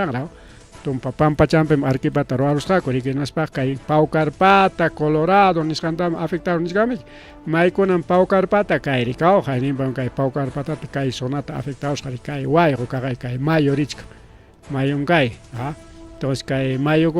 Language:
Ayacucho Quechua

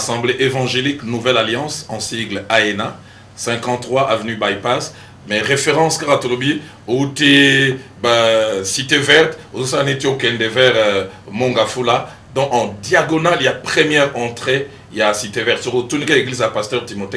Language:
Lingala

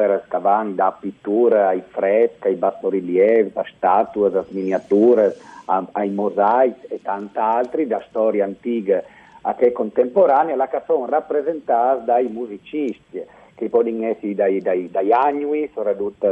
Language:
Friulian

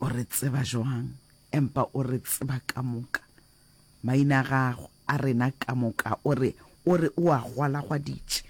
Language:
Northern Sotho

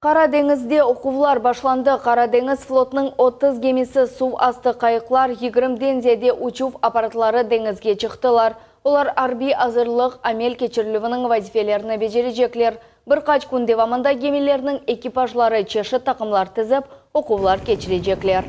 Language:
Crimean Tatar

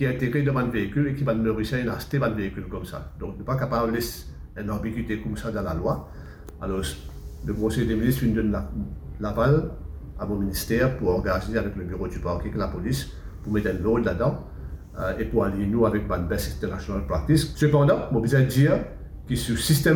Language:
Morisyen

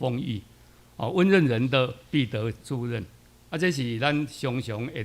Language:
Min Nan Chinese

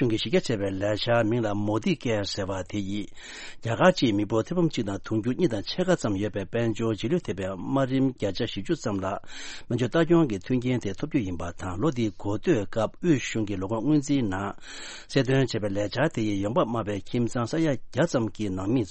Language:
Tibetan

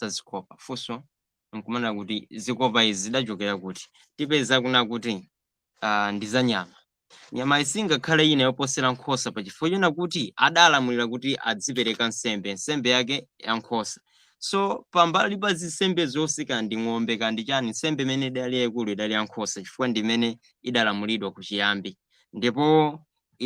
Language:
Nyanja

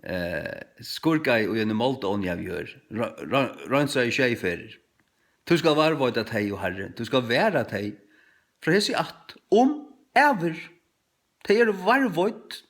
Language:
Faroese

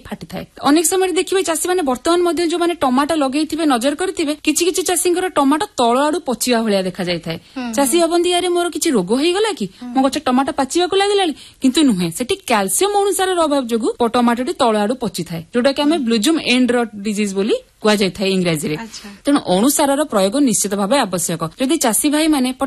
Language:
Odia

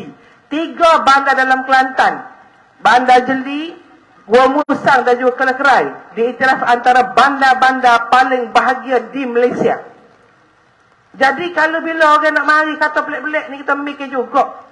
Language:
Malay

